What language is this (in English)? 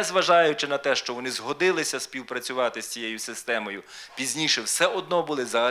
Ukrainian